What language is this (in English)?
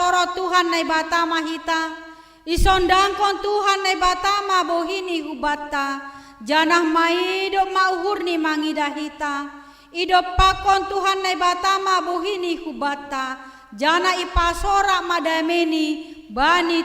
Batak Simalungun